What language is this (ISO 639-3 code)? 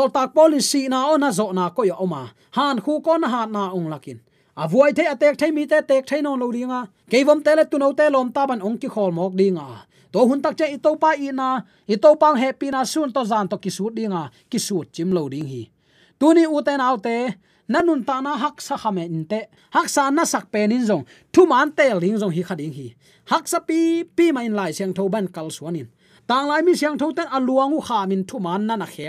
ctd